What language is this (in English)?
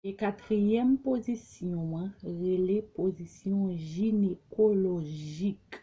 Haitian Creole